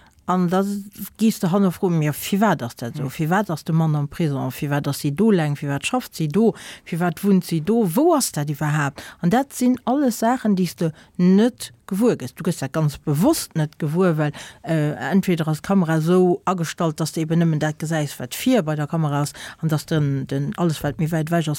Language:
Luxembourgish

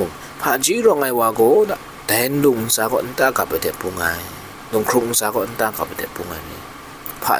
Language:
Kachin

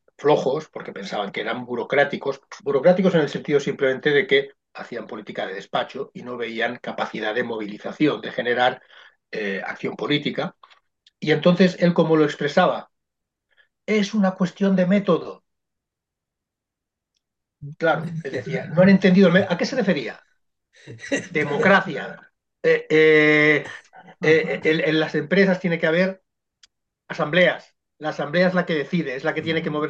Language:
Spanish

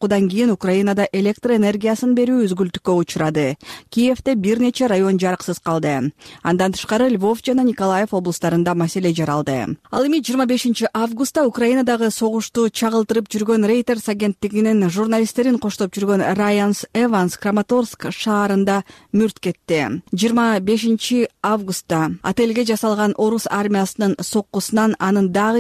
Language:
Kyrgyz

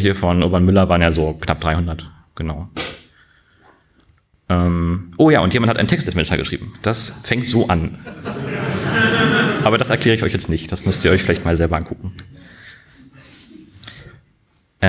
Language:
German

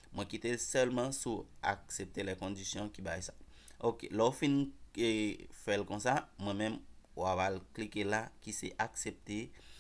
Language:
Haitian Creole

